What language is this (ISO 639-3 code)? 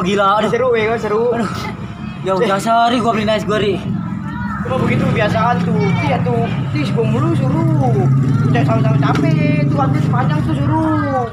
bew